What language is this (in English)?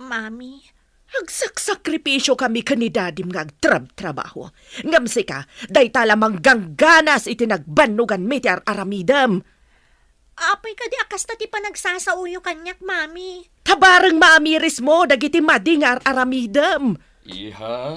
Iloko